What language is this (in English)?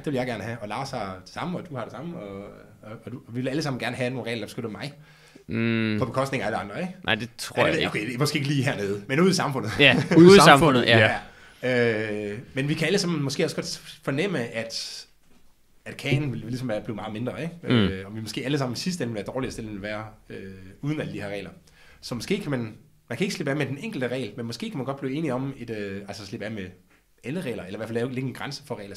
Danish